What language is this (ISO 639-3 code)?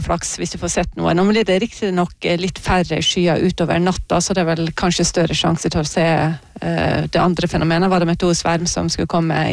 nor